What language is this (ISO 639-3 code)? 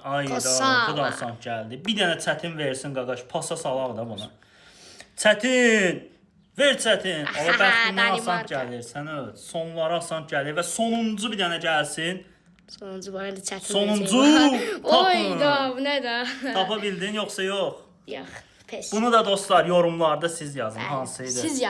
aze